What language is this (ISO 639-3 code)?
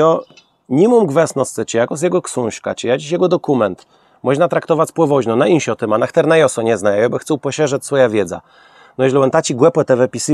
csb